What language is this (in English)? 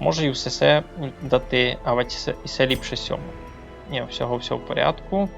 Rusyn